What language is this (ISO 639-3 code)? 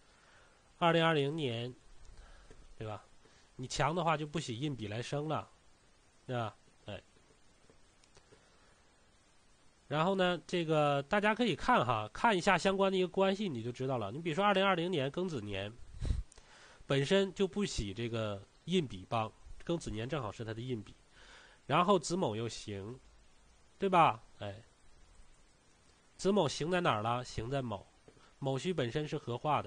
zho